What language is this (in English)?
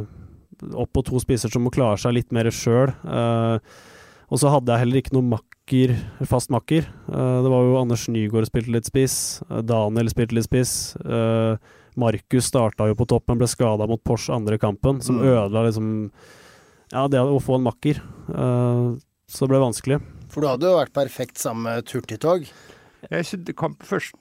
Norwegian